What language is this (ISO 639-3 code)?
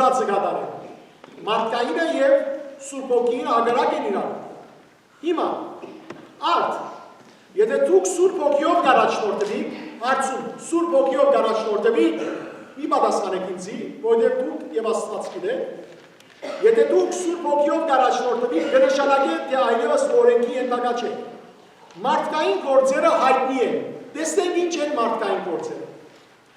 hyw